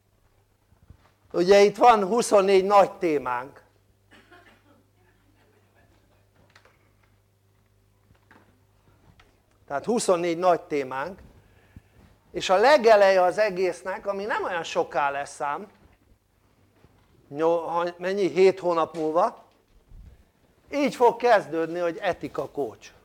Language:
Hungarian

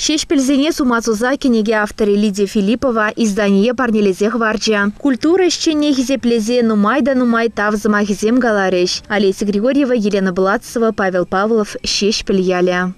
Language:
Chuvash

